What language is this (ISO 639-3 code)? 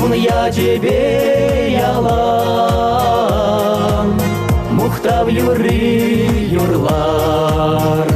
chv